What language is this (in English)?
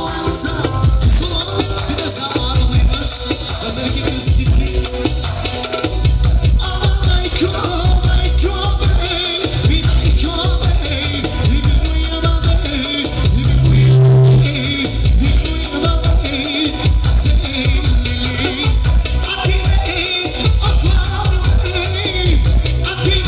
Turkish